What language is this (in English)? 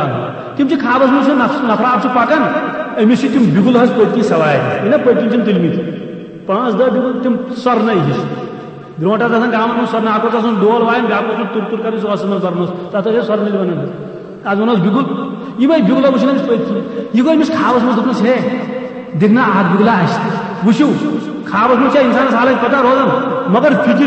Kashmiri